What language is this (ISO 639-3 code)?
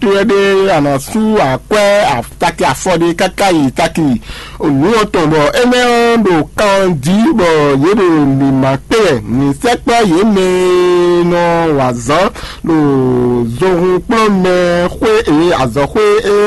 fon